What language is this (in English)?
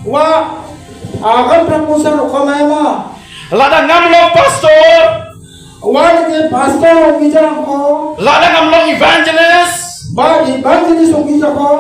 Khasi